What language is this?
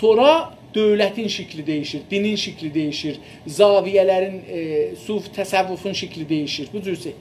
South Azerbaijani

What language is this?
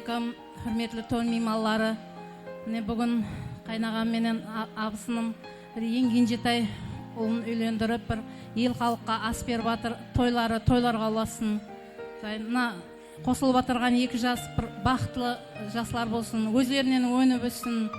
Kara-Kalpak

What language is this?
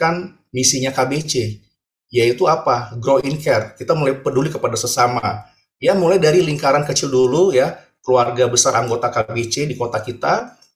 Indonesian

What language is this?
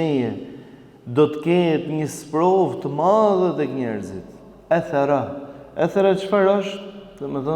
Albanian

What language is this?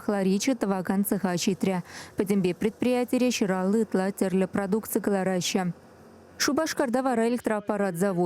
Chuvash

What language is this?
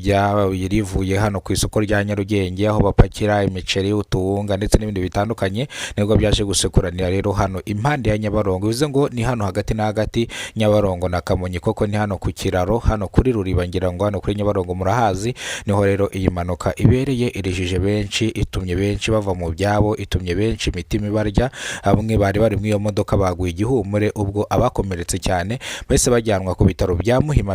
Kinyarwanda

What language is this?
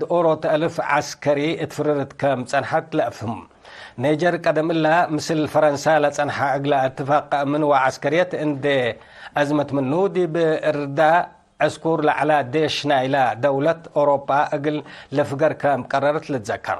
Tigre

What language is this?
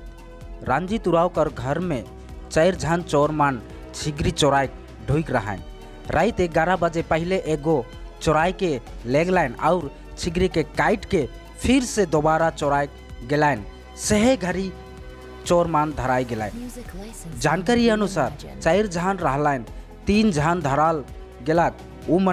Sadri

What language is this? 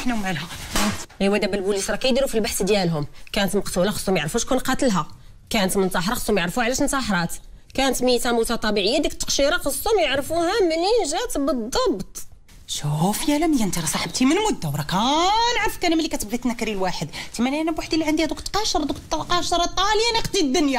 Moroccan Arabic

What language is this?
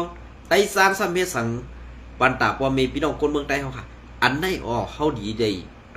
Shan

